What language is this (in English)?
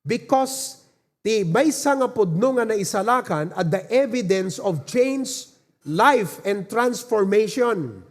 Iloko